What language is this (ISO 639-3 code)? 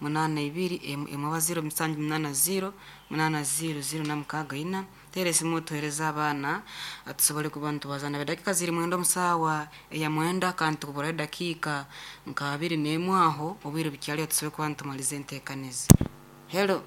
nyn